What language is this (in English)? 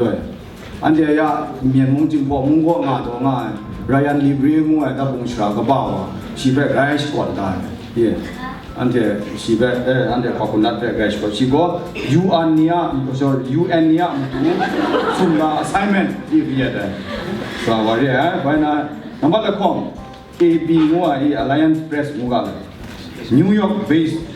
Kachin